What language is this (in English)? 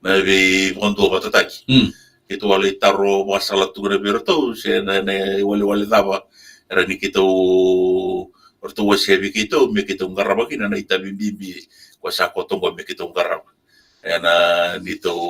Fijian